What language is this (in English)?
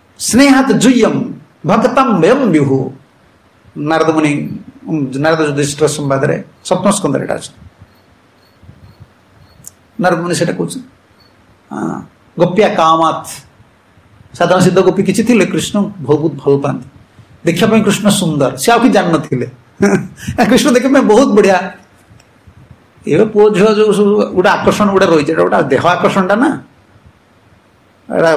Odia